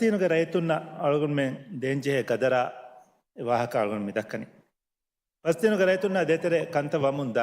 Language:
Divehi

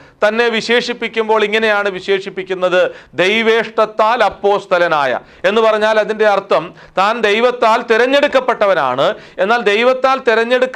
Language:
Malayalam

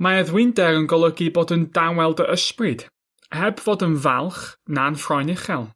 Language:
Welsh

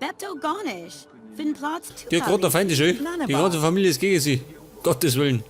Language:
Bavarian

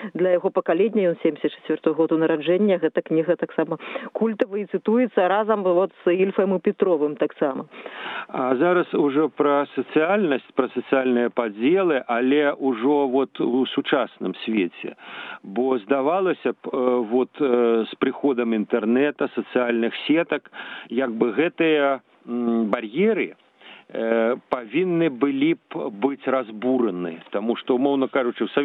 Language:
Belarusian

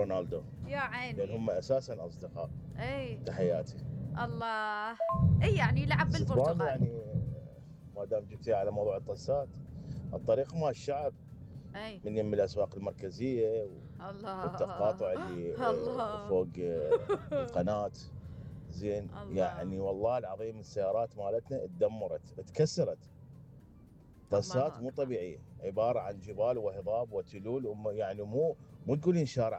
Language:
Mesopotamian Arabic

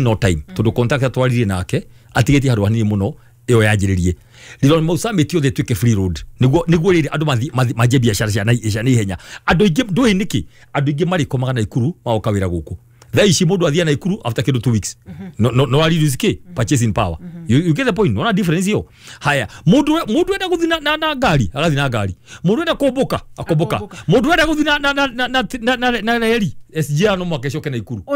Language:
Kikuyu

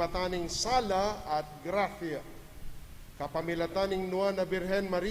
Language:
Pampanga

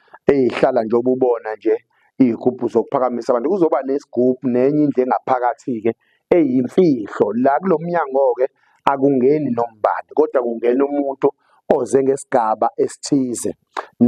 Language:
Zulu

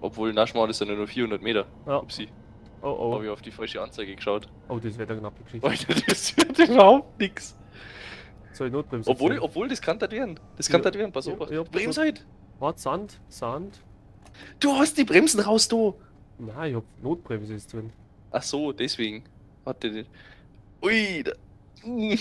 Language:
Bavarian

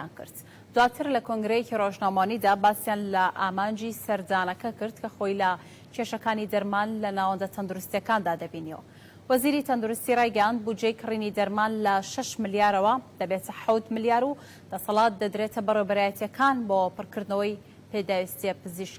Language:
Central Kurdish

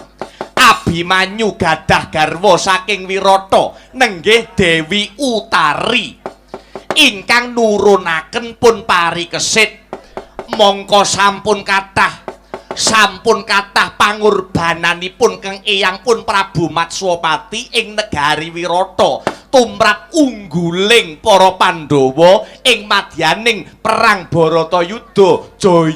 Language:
Javanese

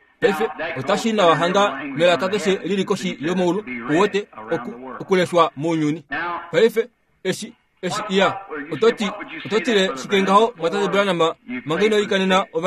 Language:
Kuanyama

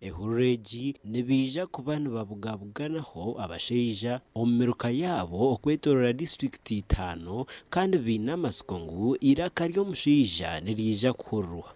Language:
Nyankole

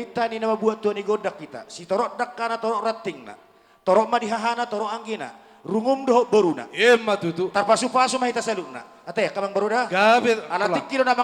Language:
Batak Toba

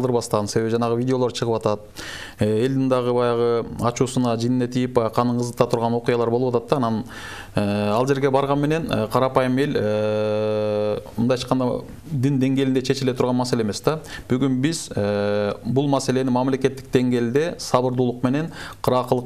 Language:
Kyrgyz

